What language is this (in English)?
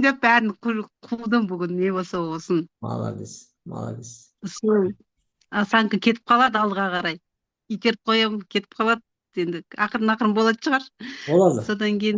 Kazakh